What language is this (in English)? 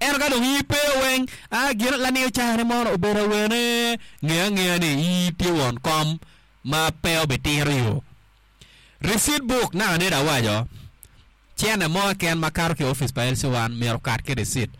Acoli